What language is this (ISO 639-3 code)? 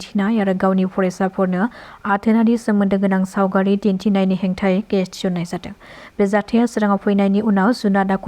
brx